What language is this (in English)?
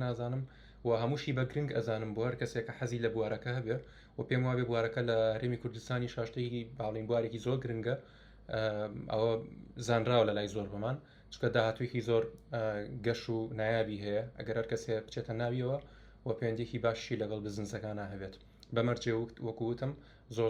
Central Kurdish